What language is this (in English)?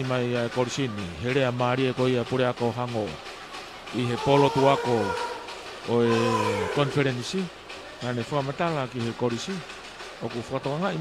Tongan